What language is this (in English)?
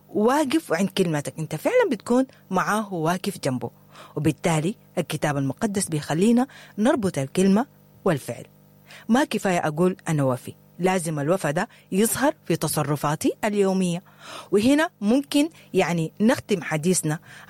Sudanese Arabic